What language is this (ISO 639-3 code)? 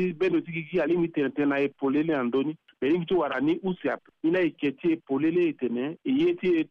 sag